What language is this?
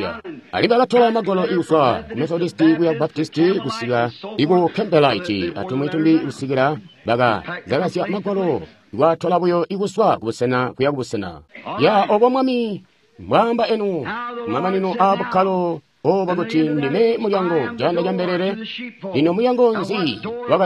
Tonga (Zambia)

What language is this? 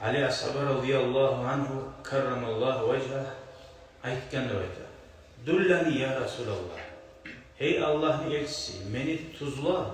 Kumyk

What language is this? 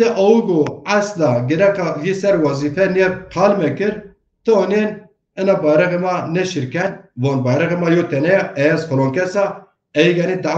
Zaza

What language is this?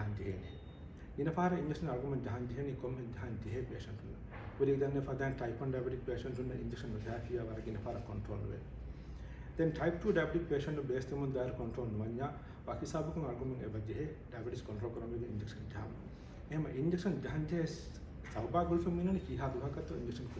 Divehi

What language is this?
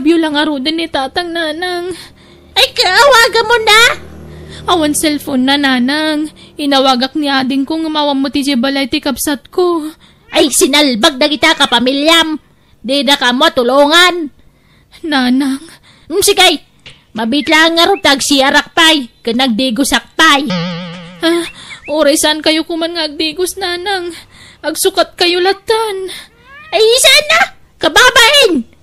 Iloko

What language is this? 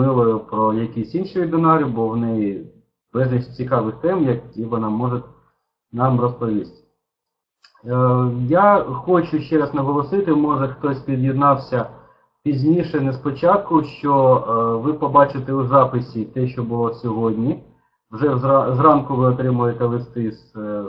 Ukrainian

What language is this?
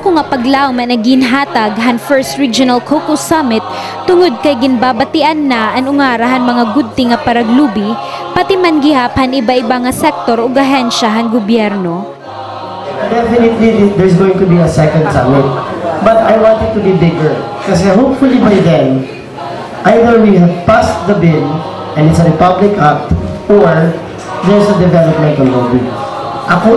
Waray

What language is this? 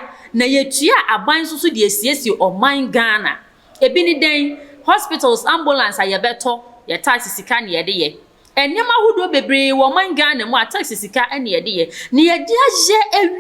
Akan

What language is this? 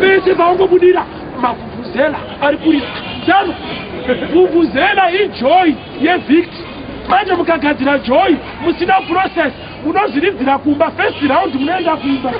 Shona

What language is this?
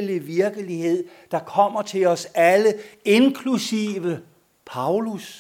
Danish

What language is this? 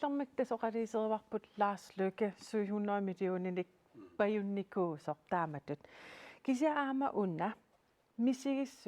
Kalaallisut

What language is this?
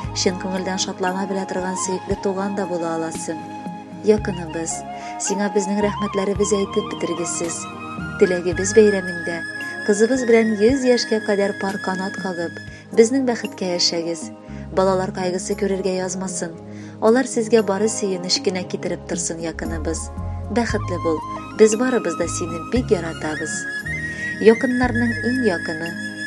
Tatar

